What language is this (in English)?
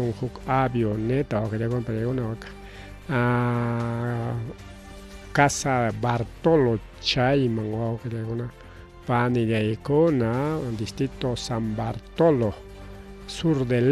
Ayacucho Quechua